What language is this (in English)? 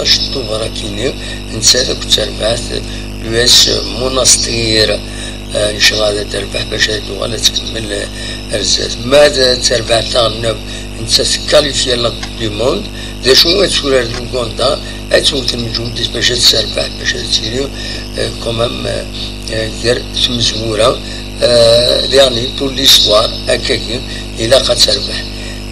Kabyle